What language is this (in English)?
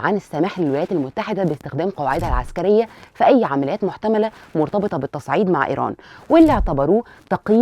Egyptian Arabic